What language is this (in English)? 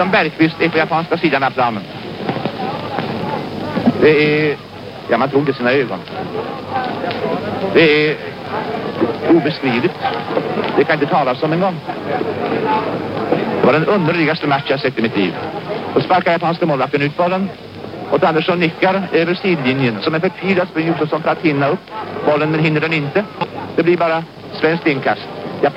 Swedish